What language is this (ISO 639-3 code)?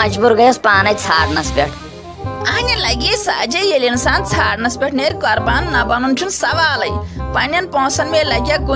kas